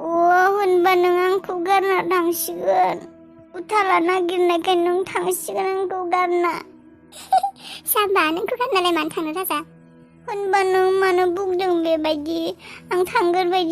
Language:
Bodo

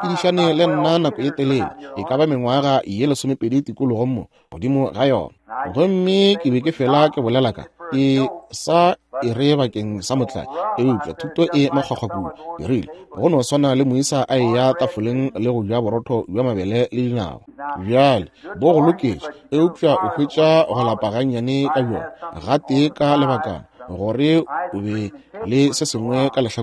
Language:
Northern Sotho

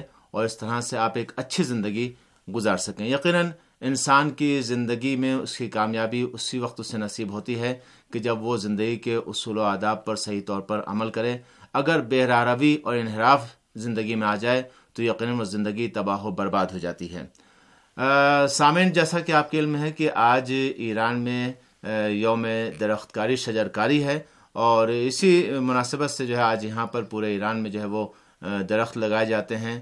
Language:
Urdu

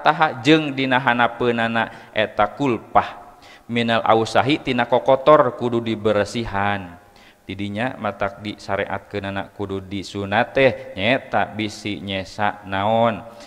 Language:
Sundanese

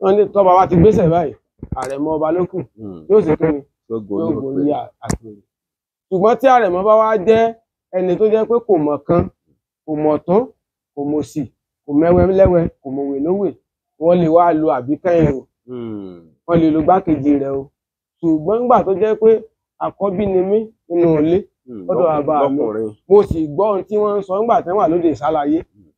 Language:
Yoruba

